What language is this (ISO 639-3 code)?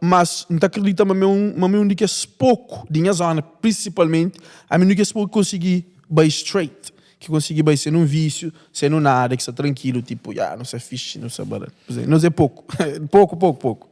kea